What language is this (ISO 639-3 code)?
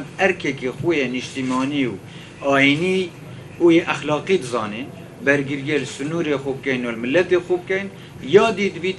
kur